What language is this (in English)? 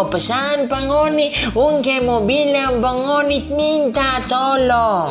Manado Malay